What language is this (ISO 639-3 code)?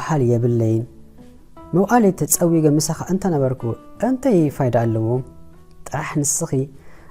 tir